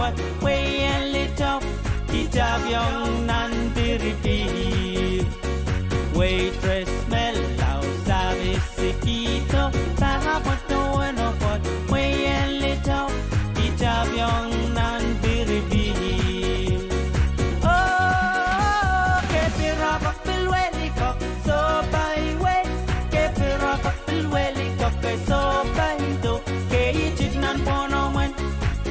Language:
Pohnpeian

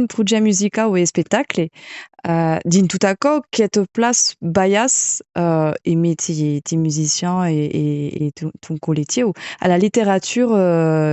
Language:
Occitan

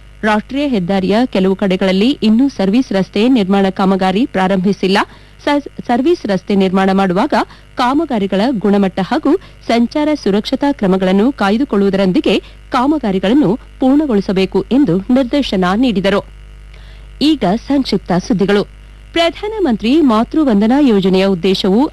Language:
Kannada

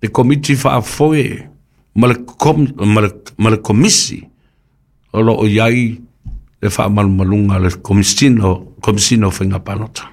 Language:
Samoan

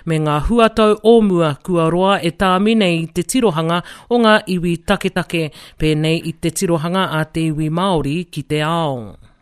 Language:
Māori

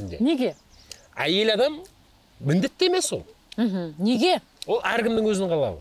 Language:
Kazakh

